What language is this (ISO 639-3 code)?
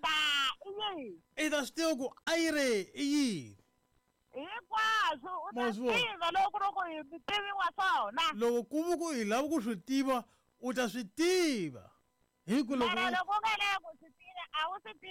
tso